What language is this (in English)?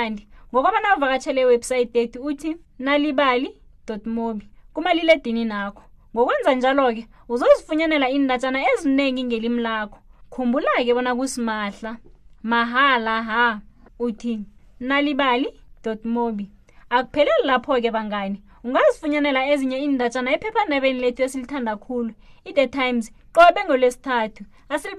South Ndebele